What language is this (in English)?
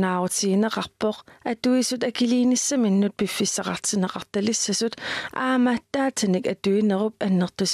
Kalaallisut